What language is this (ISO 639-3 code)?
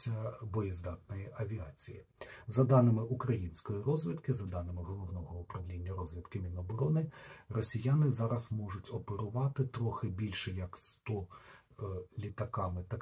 ukr